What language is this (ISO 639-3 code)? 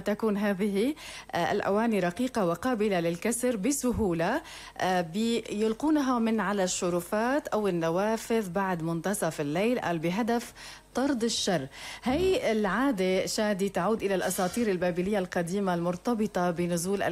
apc